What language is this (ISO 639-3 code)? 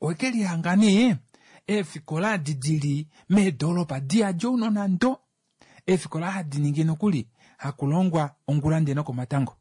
kua